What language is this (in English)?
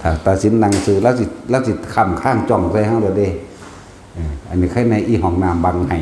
Northeastern Thai